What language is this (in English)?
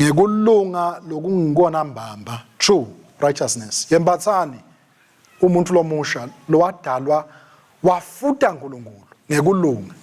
Swati